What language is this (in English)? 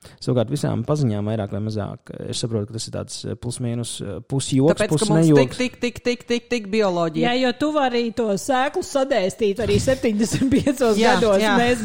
Latvian